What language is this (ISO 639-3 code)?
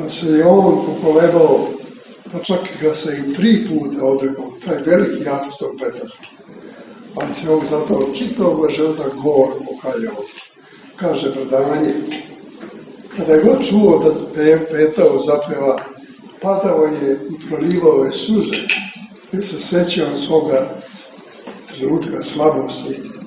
srp